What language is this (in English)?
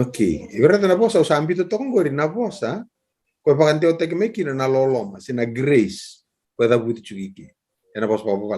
Fijian